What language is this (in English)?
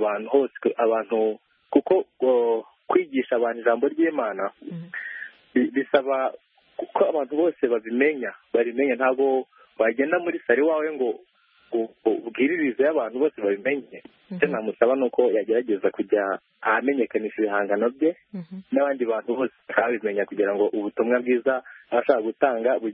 Kinyarwanda